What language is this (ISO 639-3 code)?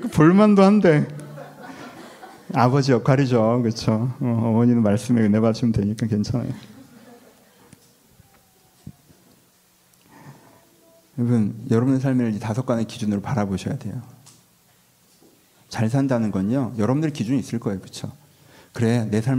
kor